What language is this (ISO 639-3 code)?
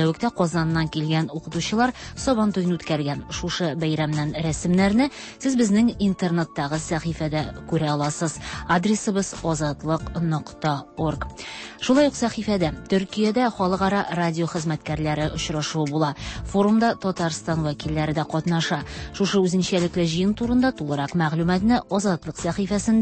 tat